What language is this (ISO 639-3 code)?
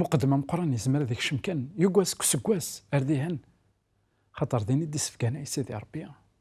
kab